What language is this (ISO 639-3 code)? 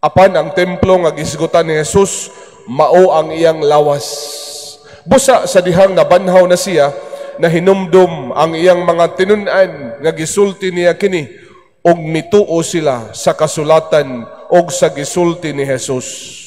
ceb